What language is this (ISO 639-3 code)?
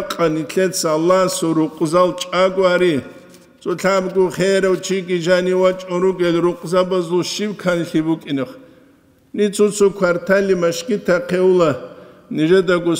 ava